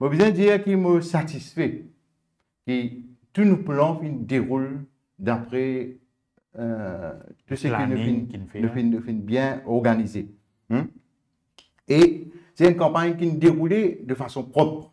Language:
Morisyen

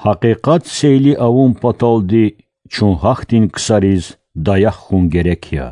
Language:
Lezghian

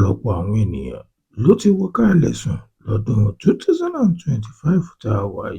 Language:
Yoruba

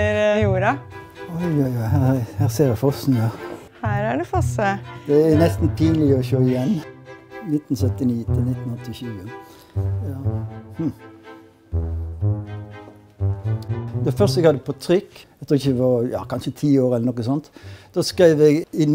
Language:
Norwegian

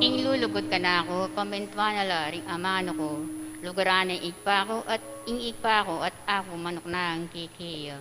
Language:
Pampanga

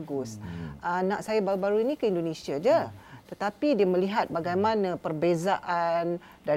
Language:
Malay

